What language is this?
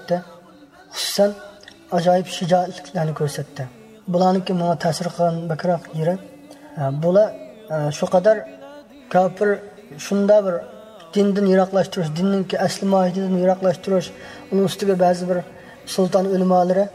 Uyghur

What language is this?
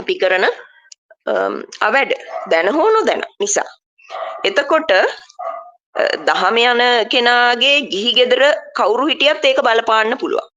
Sinhala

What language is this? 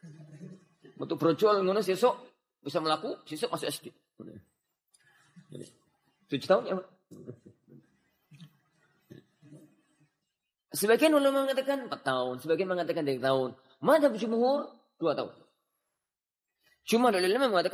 Indonesian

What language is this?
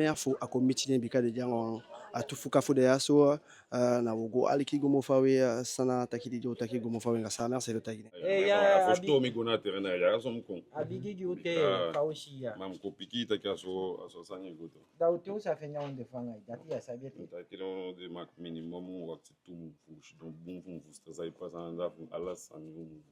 Eastern Maroon Creole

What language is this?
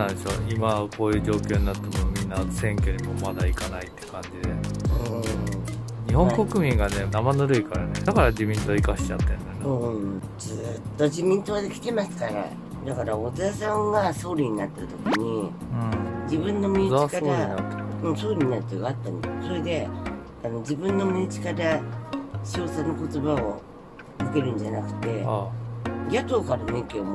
Japanese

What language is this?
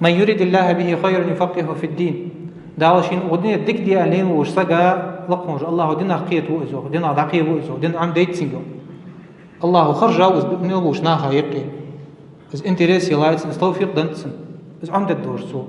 Ingush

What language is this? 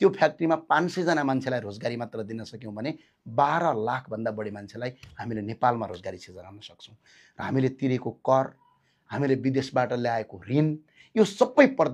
Nepali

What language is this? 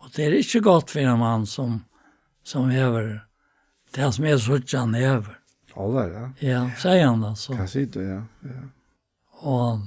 Faroese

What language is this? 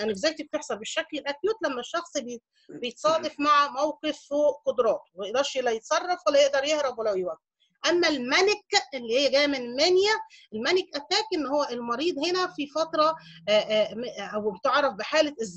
Egyptian Arabic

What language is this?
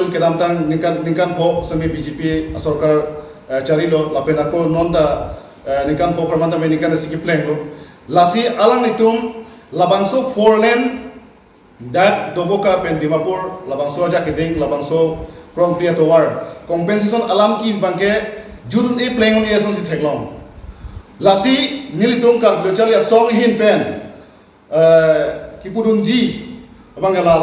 Karbi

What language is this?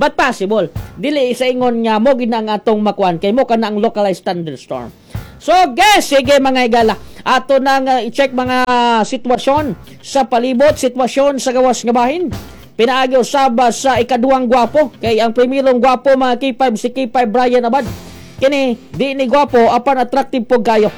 Cebuano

